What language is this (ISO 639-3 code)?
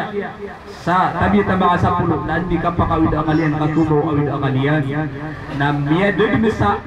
mrw